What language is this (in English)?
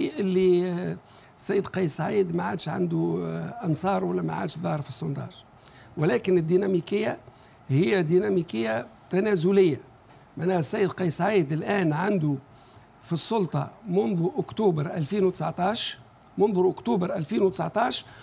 Tunisian Arabic